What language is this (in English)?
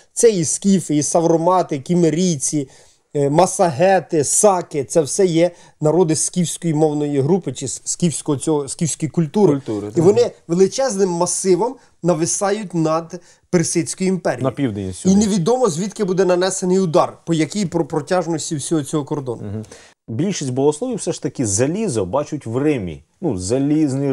Ukrainian